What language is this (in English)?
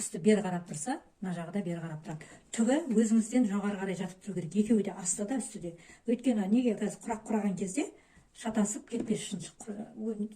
Kazakh